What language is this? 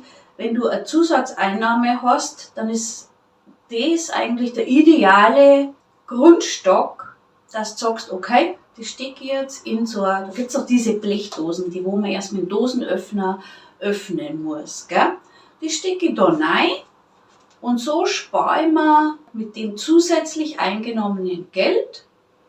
Bavarian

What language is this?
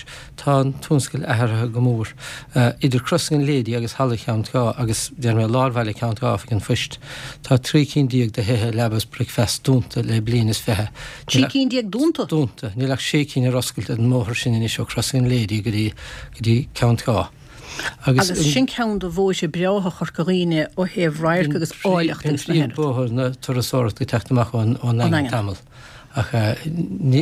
Irish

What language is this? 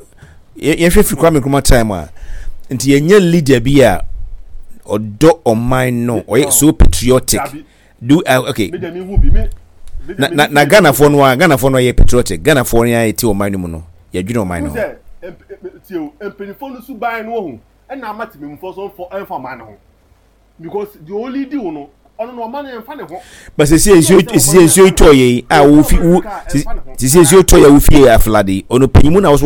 Akan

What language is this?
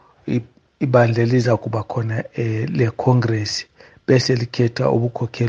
North Ndebele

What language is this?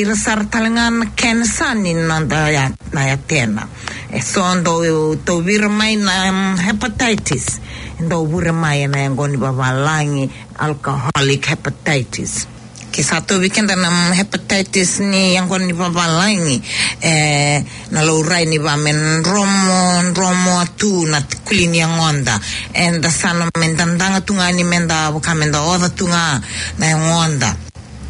Fijian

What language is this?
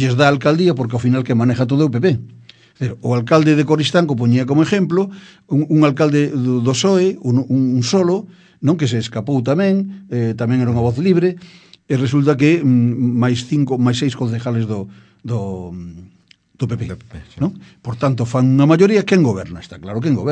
Galician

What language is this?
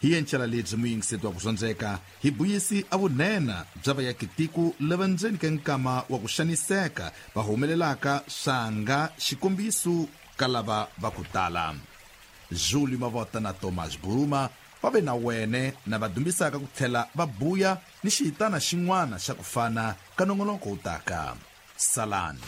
Tsonga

